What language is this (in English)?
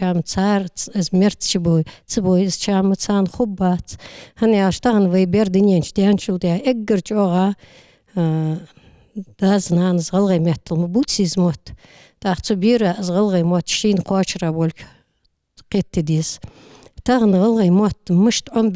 Ingush